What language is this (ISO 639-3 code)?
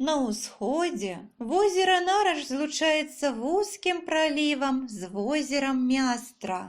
bel